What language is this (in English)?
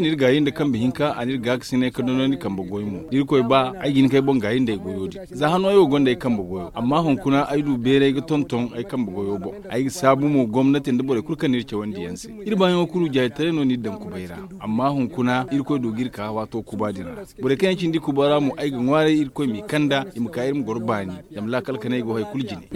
Zarma